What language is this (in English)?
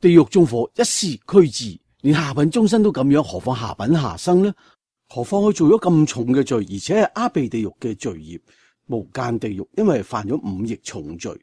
Cantonese